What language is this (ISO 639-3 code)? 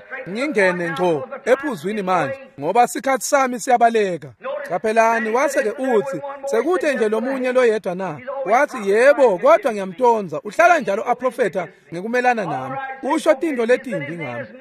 ssw